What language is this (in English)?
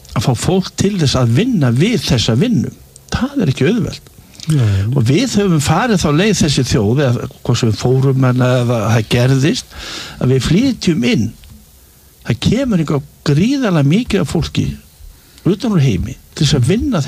Icelandic